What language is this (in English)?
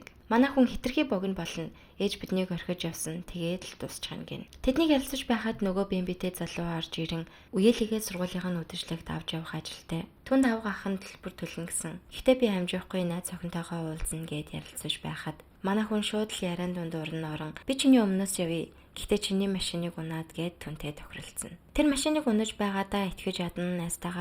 Mongolian